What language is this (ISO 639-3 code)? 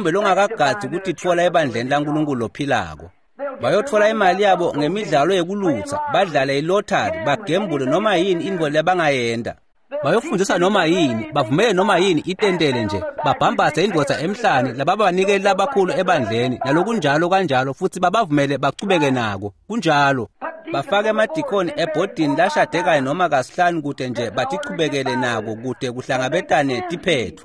ssw